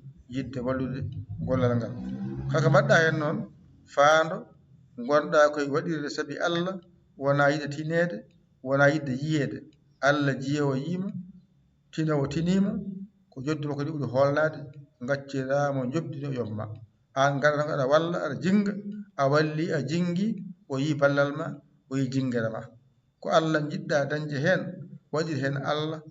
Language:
Fula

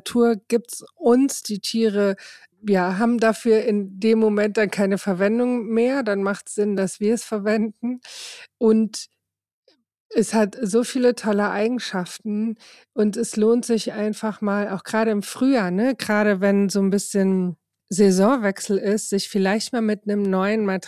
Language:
German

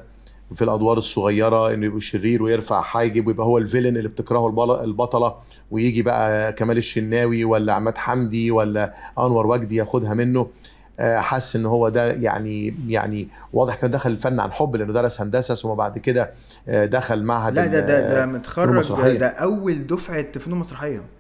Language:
Egyptian Arabic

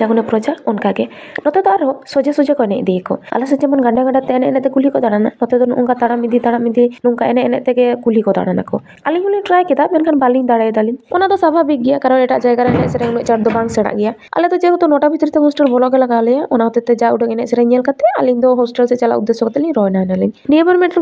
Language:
Santali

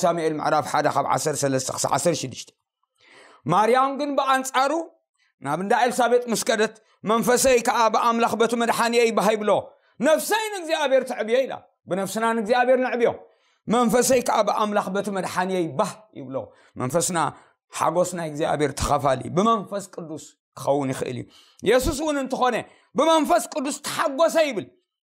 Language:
Tigrinya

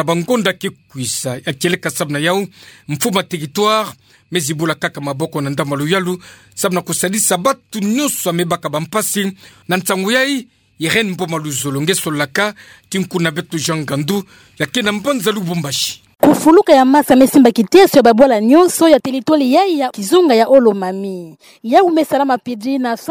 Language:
Kituba (Democratic Republic of Congo)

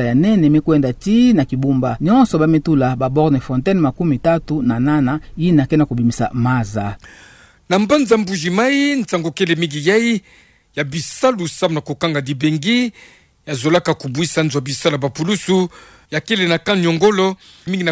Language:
Kituba (Democratic Republic of Congo)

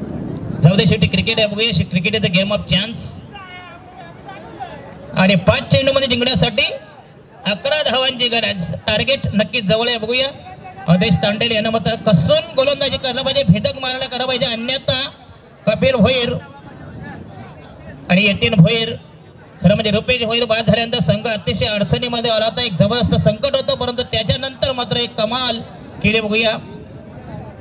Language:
Marathi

